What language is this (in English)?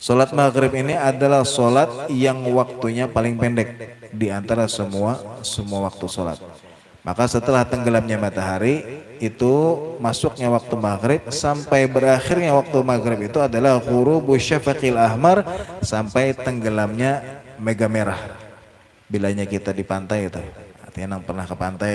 Banjar